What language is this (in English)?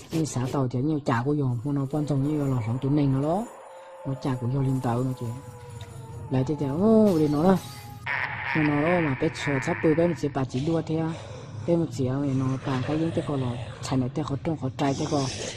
Hmong